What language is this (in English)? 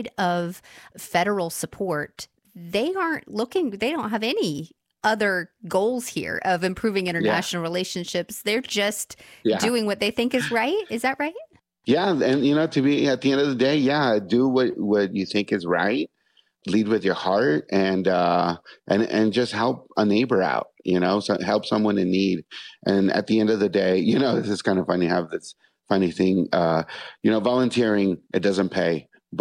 English